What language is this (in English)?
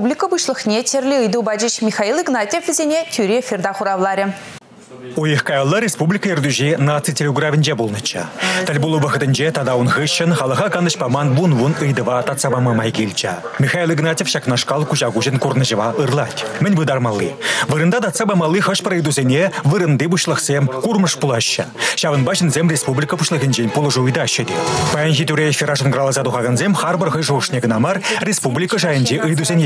Chuvash